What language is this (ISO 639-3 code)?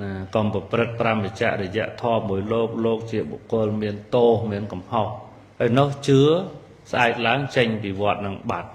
khm